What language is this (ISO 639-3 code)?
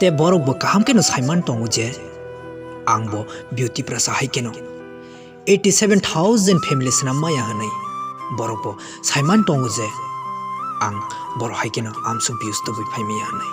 trp